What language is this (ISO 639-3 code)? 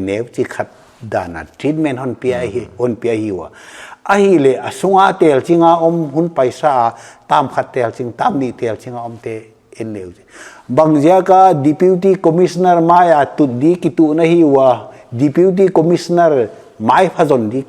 pck